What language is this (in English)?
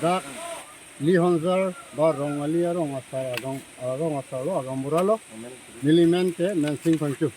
Karbi